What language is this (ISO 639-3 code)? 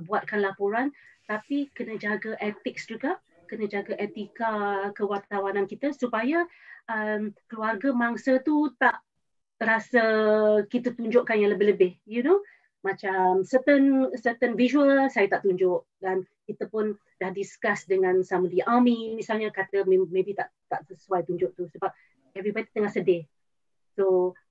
msa